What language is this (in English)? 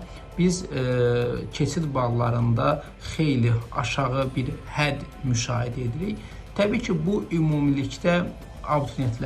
Azerbaijani